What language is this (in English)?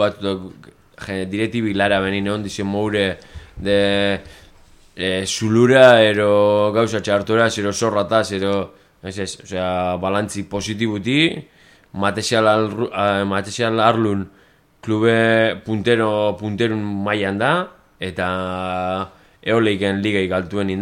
Basque